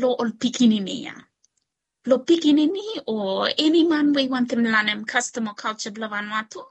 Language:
Bislama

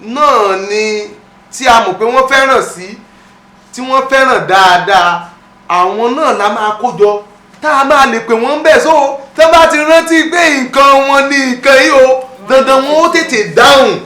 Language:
Yoruba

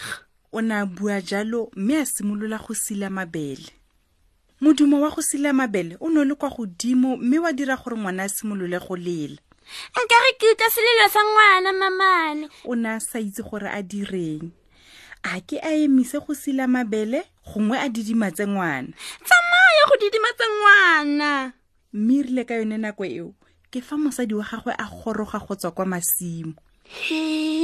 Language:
Tswana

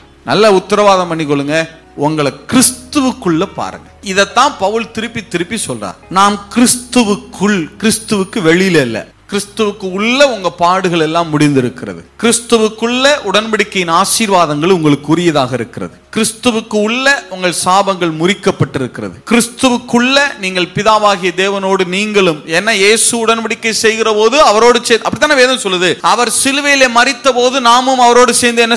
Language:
Tamil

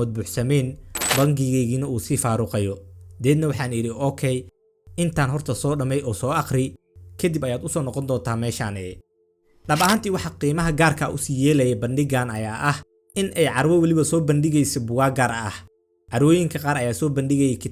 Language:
Somali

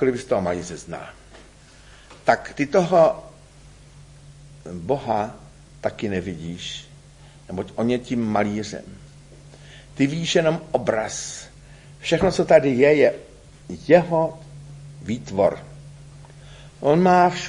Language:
Czech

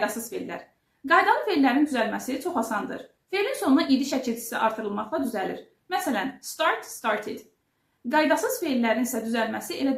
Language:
Azerbaijani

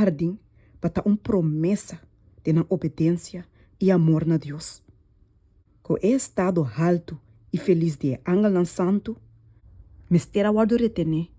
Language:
Papiamento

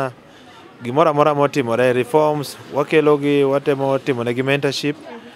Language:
Luo (Kenya and Tanzania)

